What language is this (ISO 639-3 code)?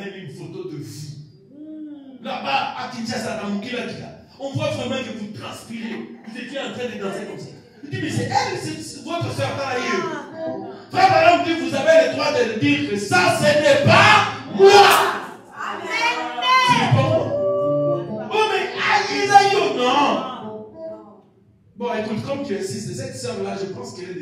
fra